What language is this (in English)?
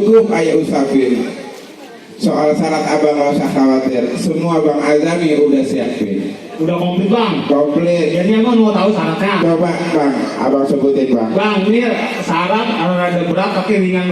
Betawi